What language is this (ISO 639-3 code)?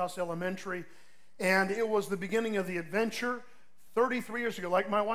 eng